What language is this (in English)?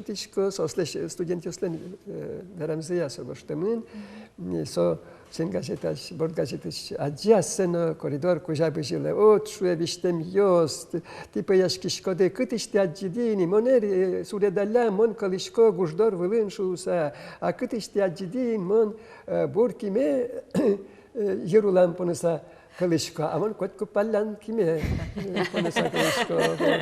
Udmurt